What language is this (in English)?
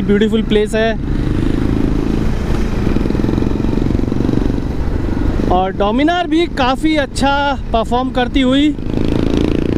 Hindi